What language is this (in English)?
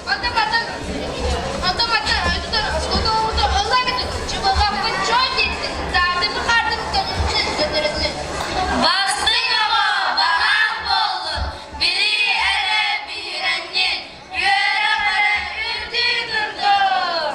Yakut